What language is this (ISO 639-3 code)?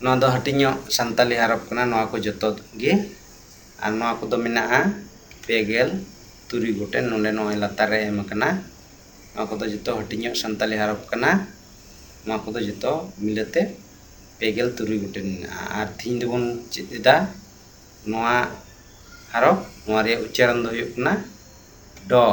sat